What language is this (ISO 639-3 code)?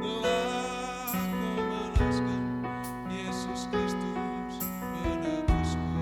btx